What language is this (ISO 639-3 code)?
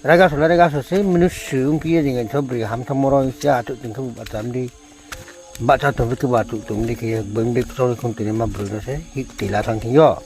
ria